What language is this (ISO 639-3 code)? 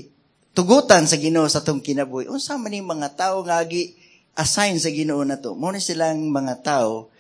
ceb